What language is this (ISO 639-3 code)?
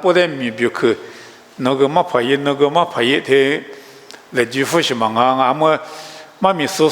lis